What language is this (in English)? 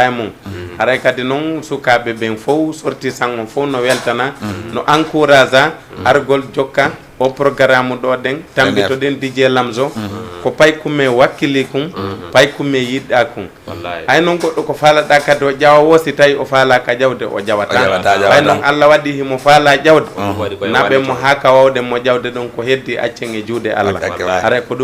Fula